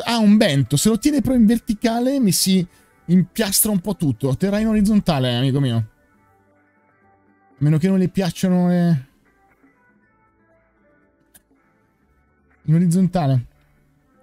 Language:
Italian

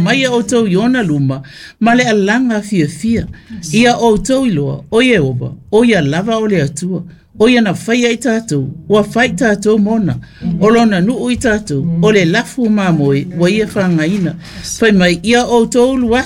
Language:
Samoan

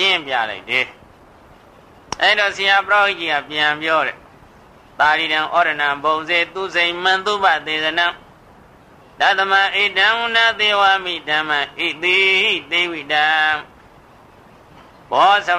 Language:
Burmese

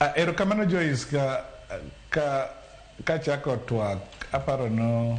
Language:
Luo (Kenya and Tanzania)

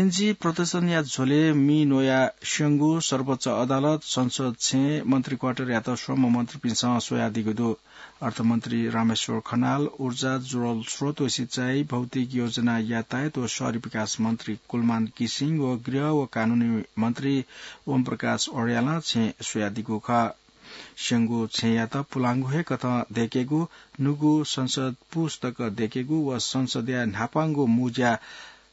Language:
Newari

